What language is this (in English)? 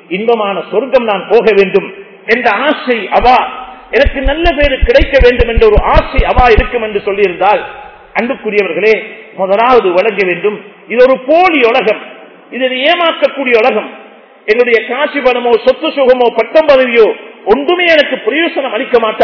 Tamil